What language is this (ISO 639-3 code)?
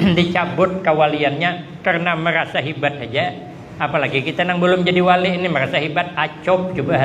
bjn